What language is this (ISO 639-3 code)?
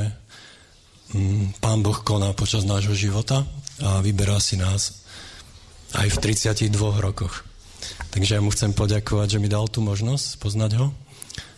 slk